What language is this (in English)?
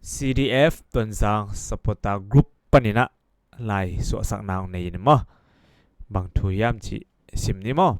Tedim Chin